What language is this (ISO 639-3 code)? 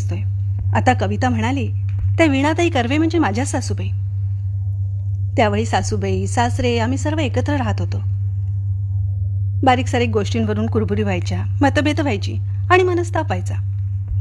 mar